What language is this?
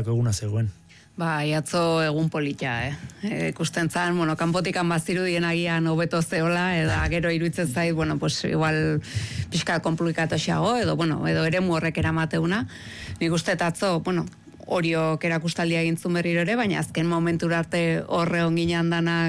Basque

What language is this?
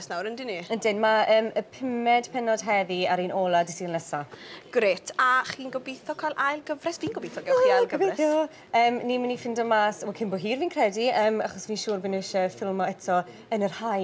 Welsh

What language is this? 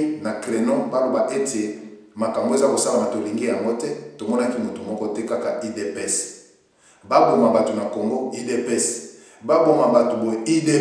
Lingala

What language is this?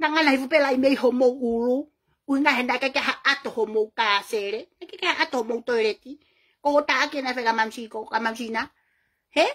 Tongan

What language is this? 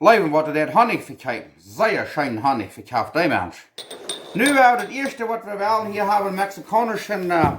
Plautdietsch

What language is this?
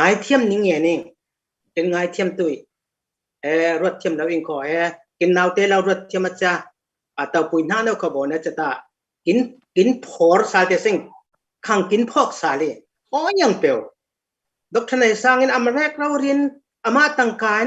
Falam Chin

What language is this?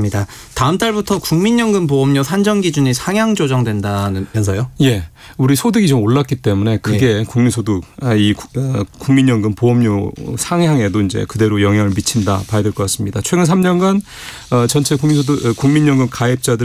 Korean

